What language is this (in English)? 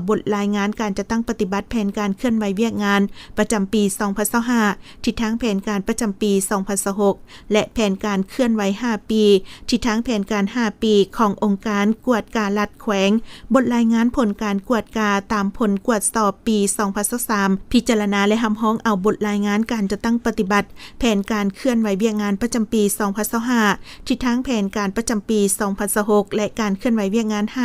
Lao